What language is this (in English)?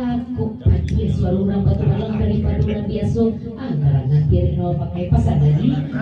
Minangkabau